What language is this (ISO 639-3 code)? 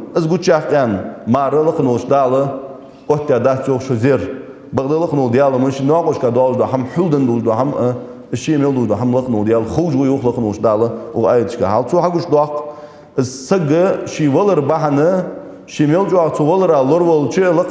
inh